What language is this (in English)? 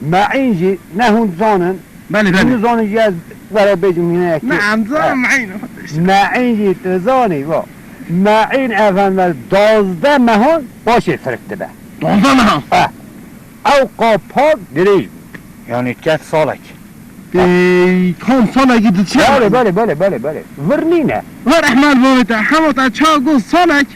Kurdish